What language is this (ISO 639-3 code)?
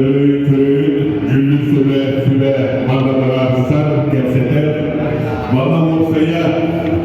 sah